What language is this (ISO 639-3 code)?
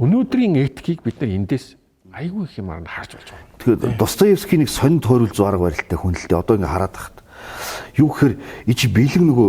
mon